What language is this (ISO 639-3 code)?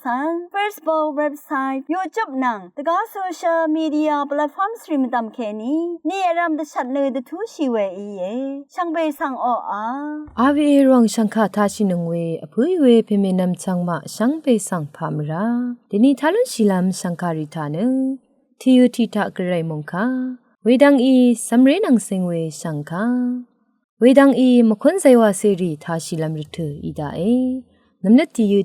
raw